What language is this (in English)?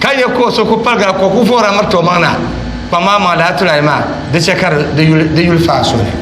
Dagbani